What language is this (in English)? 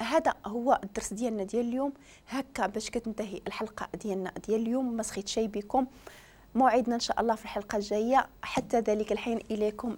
Moroccan Arabic